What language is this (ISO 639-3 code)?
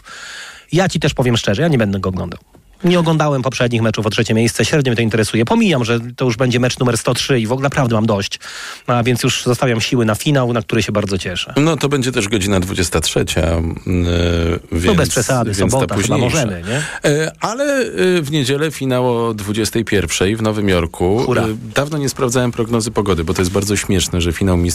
pol